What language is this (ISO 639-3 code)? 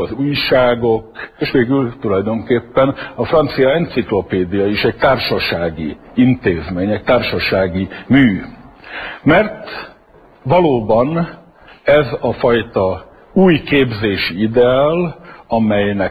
hun